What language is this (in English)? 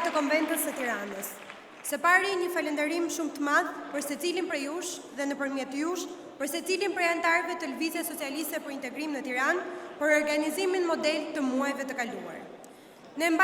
Albanian